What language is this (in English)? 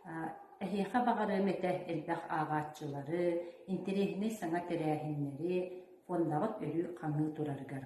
Yakut